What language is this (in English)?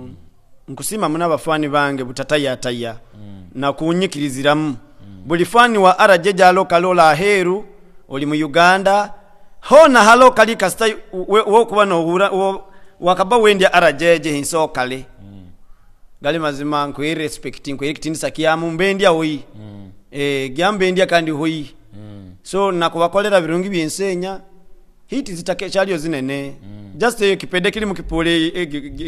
Nyoro